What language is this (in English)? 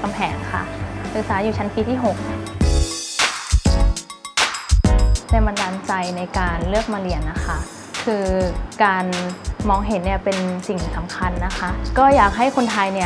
Thai